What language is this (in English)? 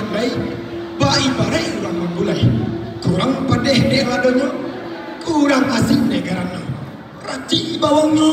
Minangkabau